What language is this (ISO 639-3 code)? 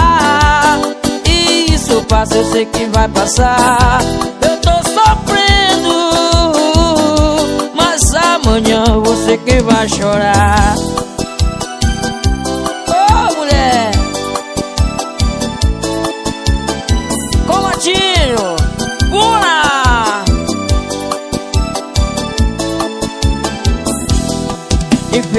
por